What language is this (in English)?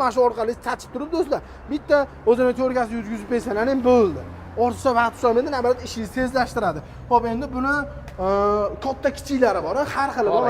Uzbek